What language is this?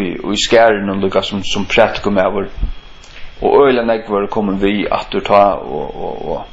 Faroese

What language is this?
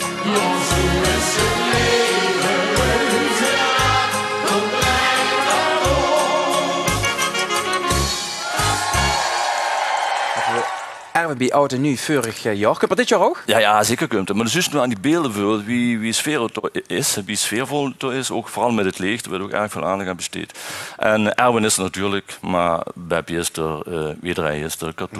Dutch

